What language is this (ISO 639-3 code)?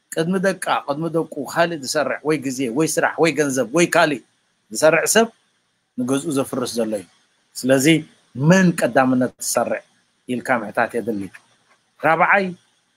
tir